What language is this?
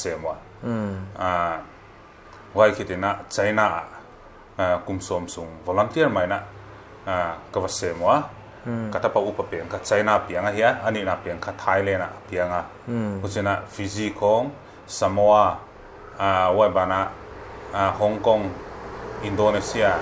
Paite Chin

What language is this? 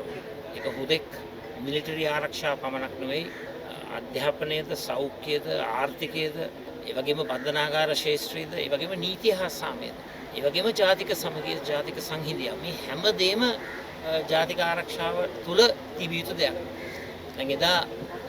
Sinhala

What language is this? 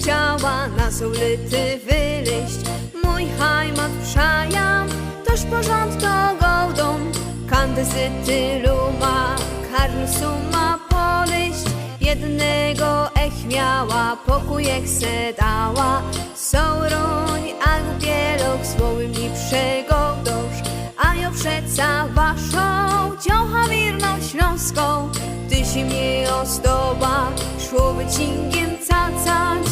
Silesian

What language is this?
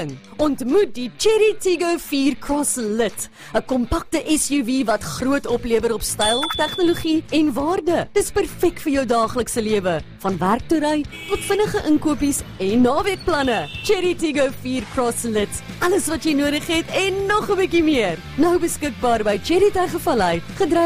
Afrikaans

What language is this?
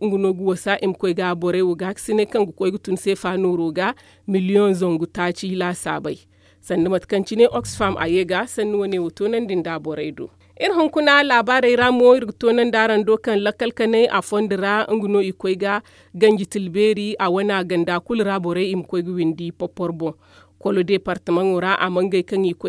Zarma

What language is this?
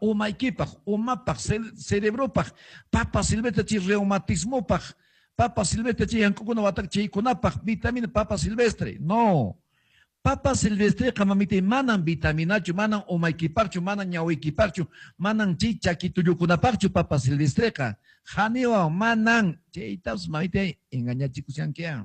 Quechua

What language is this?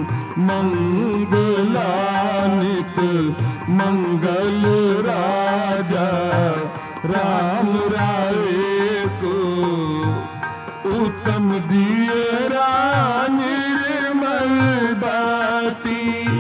Hindi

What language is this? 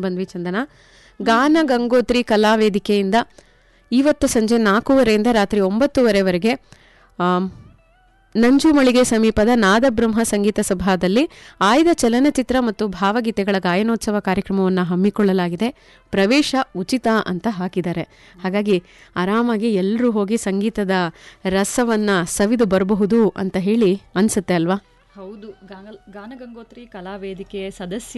Kannada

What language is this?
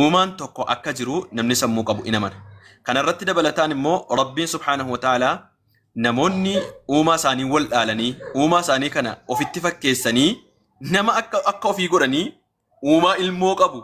Oromo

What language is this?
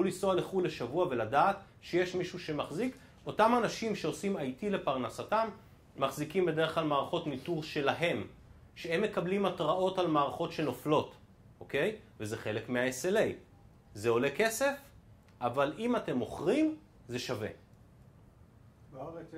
Hebrew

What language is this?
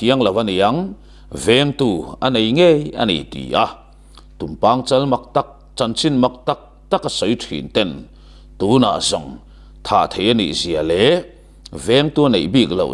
Mizo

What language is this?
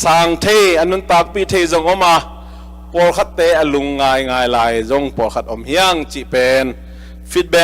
Tedim Chin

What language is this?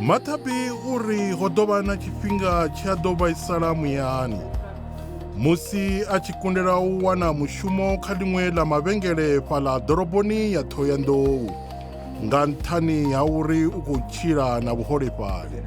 Venda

